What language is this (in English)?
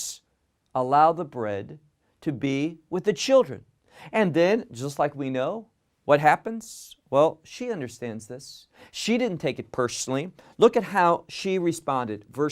English